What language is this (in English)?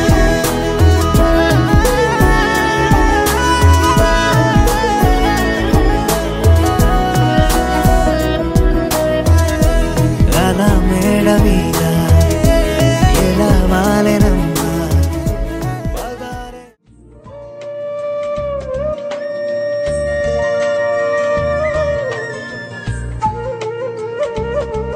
Telugu